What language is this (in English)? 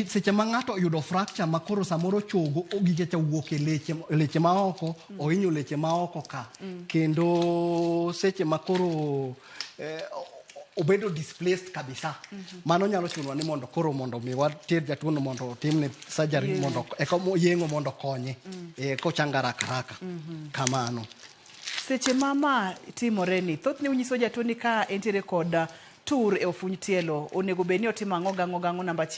Luo (Kenya and Tanzania)